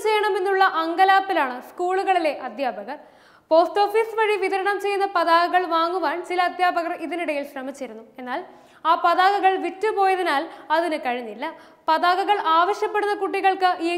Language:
Malayalam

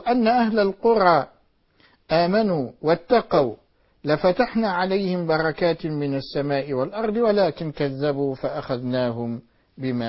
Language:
Arabic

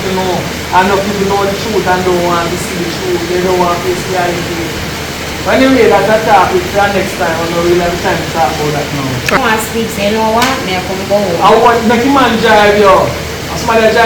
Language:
Jamaican Creole English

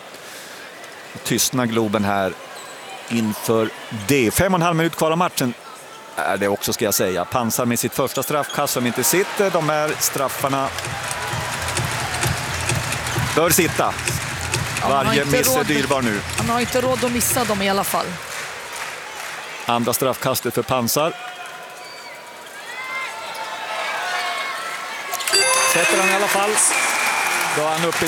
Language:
Swedish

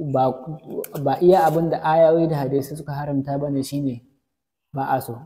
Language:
Hausa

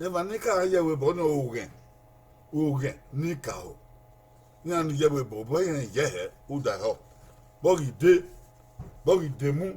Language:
Bini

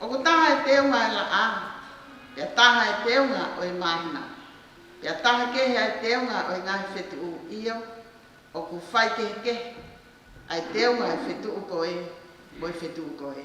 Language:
Tongan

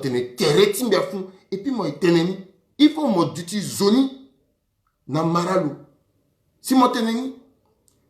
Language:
Sango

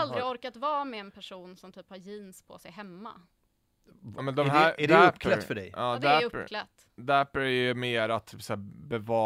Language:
Swedish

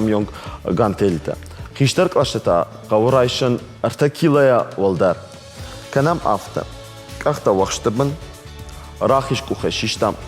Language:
Ossetic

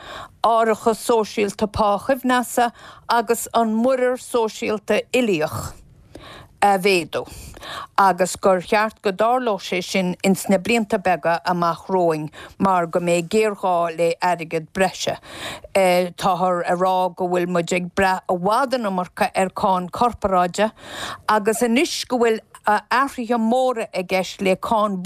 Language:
Irish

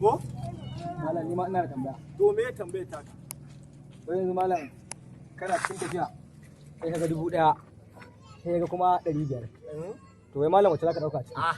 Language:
Hausa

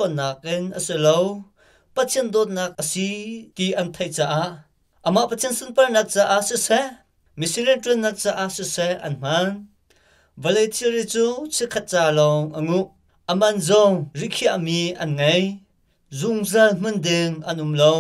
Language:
Hakha Chin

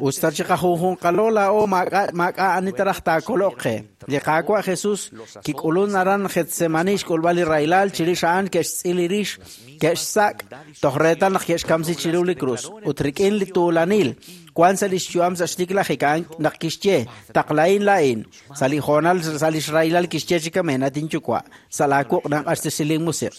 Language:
Kekchí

